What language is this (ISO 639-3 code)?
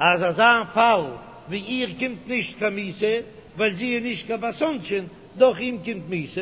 yid